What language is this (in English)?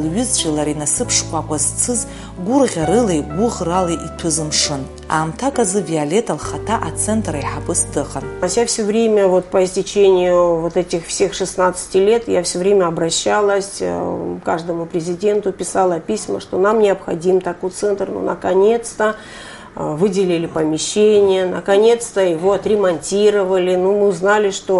Abkhazian